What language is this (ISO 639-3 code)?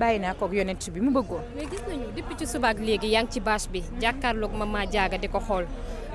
wol